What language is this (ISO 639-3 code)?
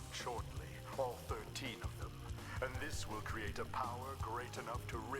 cym